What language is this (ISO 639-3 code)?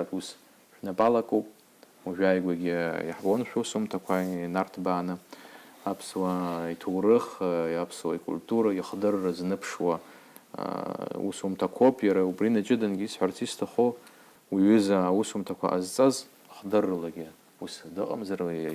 abk